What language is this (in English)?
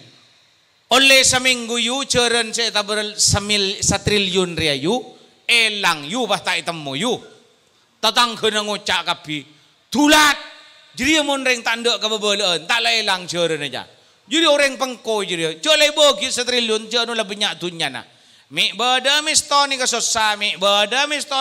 Madurese